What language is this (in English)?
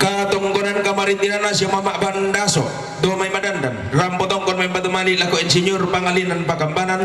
Toraja-Sa'dan